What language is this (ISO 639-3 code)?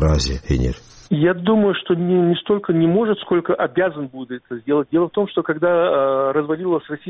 ava